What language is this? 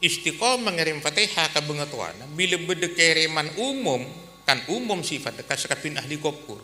Madurese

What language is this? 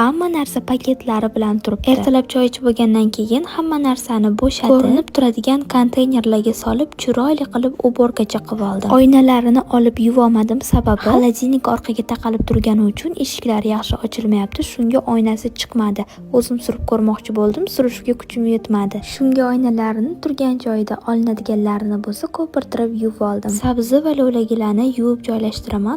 Uzbek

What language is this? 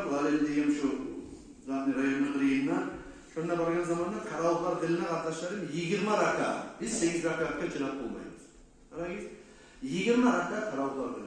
Kumyk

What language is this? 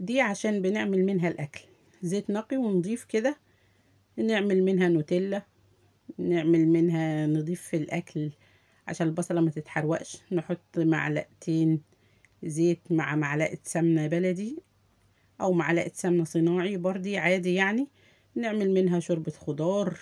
Egyptian Arabic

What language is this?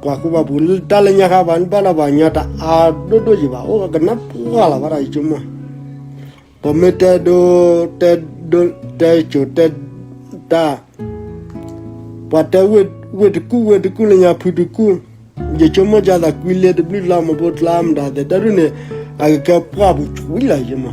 S'gaw Karen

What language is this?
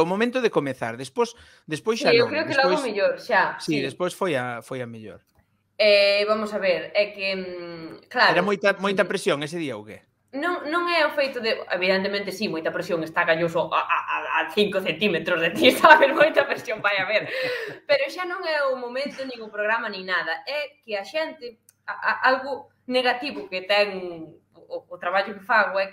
Galician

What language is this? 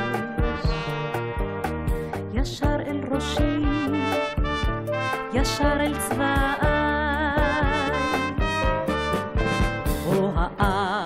Hebrew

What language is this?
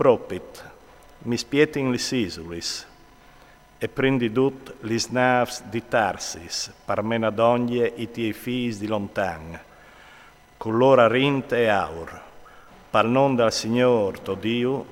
Friulian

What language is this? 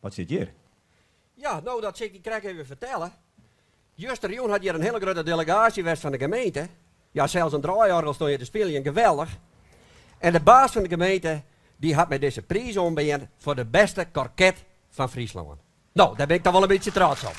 Western Frisian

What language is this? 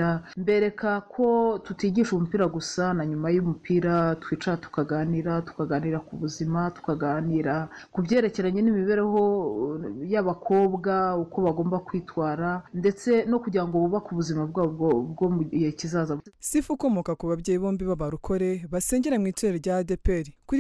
Kinyarwanda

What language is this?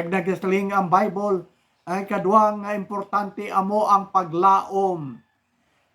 Hiligaynon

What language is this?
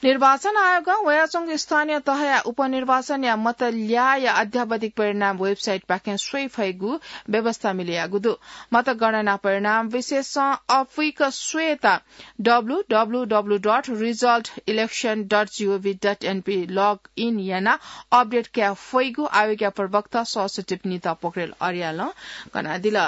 Newari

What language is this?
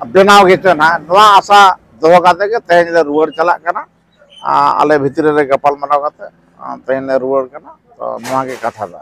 Santali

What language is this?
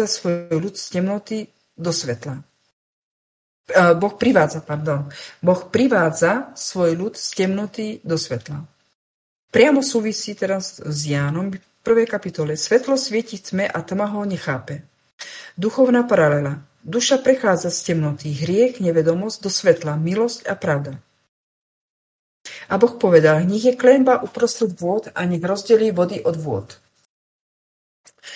Slovak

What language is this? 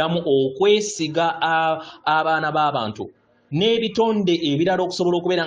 Ganda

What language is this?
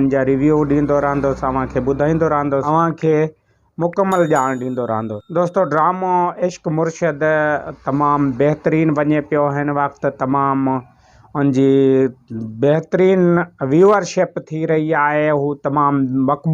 Sindhi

